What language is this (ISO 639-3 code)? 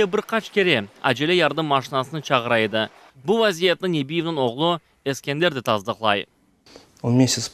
crh